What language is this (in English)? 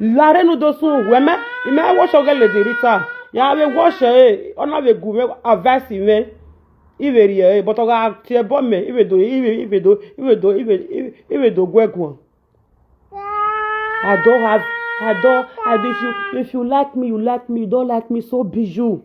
Nigerian Pidgin